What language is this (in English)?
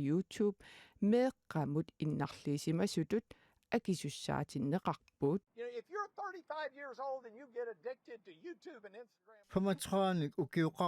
Kalaallisut